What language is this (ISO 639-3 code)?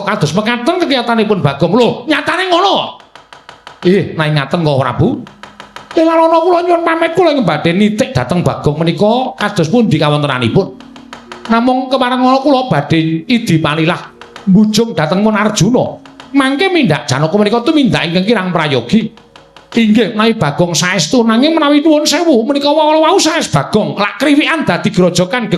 jav